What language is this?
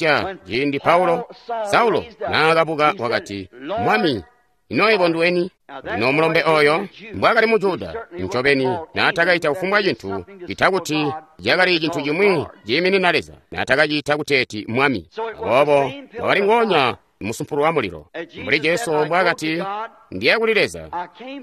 Tonga (Zambia)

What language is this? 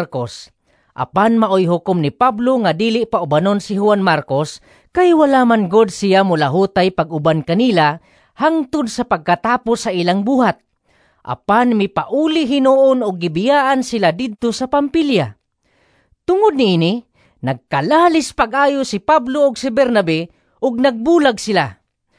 Cebuano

